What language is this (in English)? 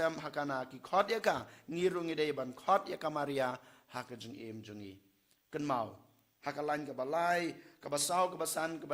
Khasi